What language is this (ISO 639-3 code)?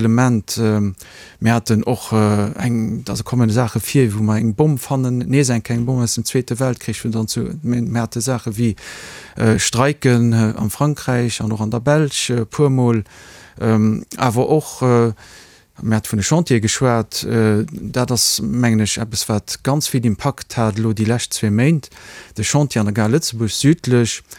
ltz